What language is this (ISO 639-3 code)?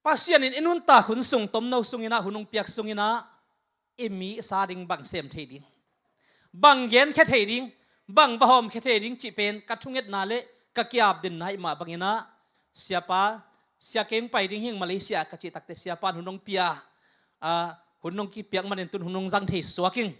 ctd